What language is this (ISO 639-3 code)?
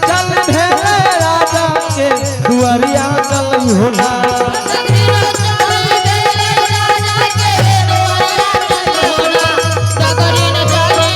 anp